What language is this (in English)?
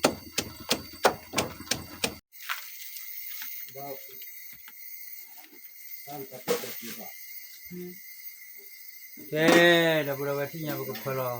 S'gaw Karen